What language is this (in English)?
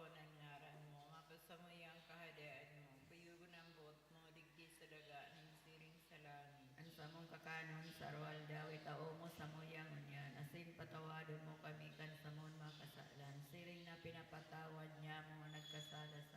Bikol